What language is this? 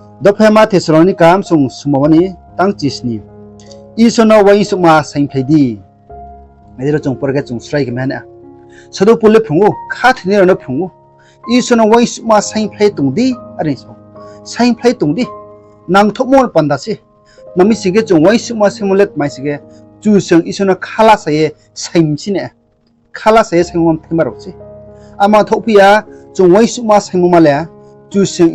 Riang (India)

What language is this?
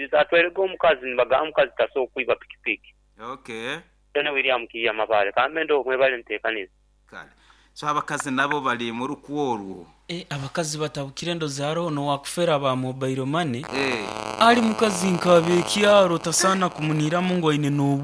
Nyoro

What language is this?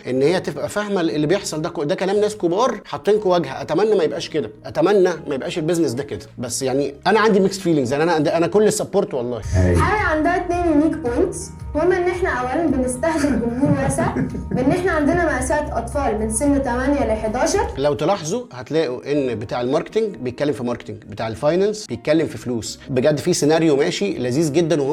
Egyptian Arabic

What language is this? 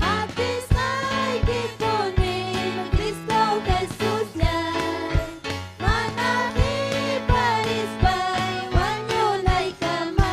Ayacucho Quechua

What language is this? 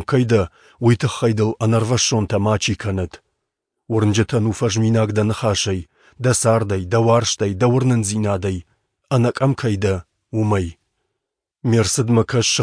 Ossetic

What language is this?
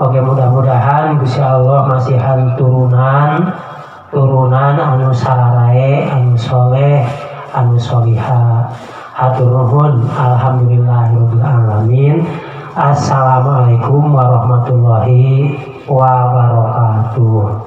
Sundanese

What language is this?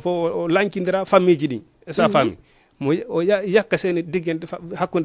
Fula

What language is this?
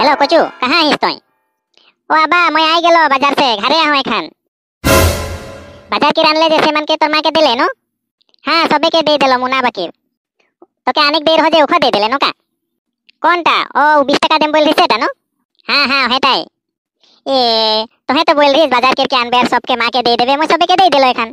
Sadri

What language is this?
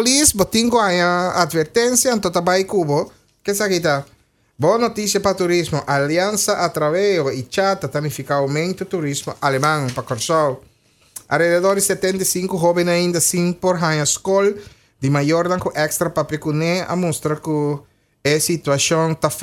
Papiamento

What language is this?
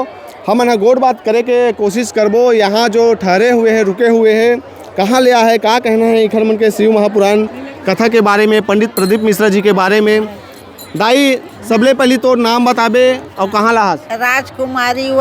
Chhattisgarhi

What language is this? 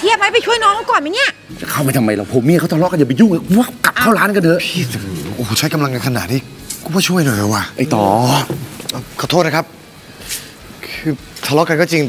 Thai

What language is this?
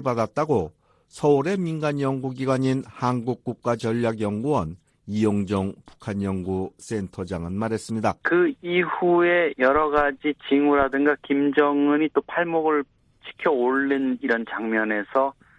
Korean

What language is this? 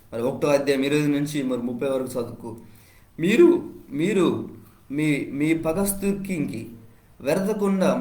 Koya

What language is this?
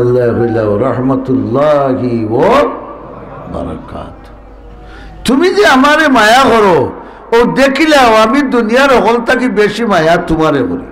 Sylheti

